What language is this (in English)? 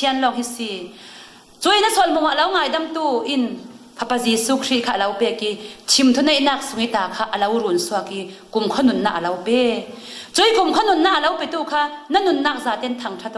Falam Chin